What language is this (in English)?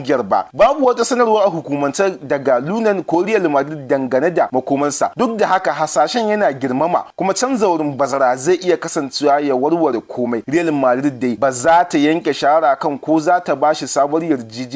Hausa